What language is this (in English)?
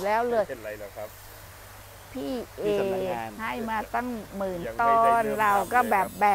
Thai